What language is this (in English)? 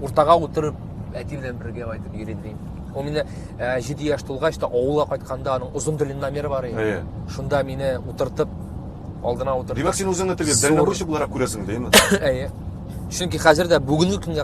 Tatar